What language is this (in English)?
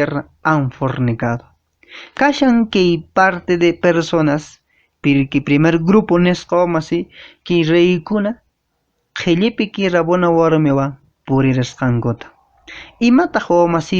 Quechua